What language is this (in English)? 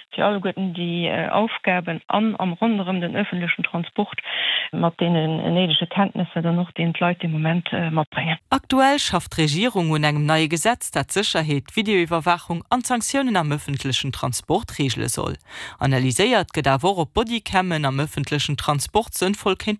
Luxembourgish